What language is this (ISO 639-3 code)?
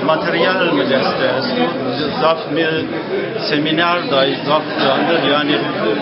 zza